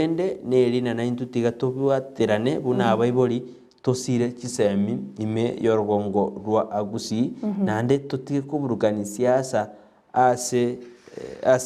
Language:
Gusii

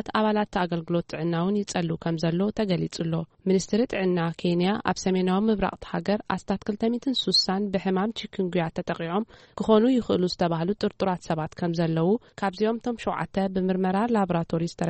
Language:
Tigrinya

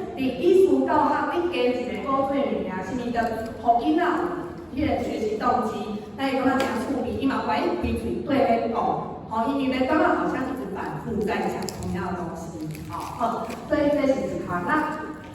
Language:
Min Nan Chinese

